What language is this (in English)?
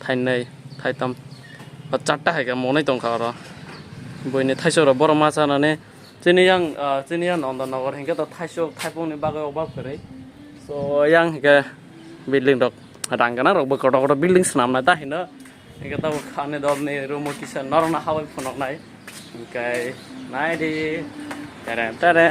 Kok Borok